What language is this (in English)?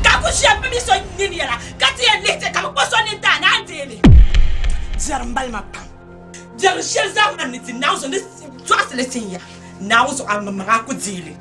Dagbani